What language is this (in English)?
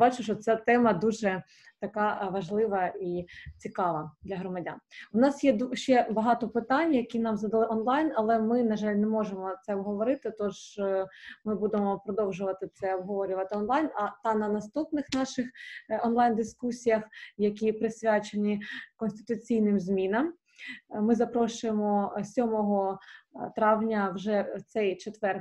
Ukrainian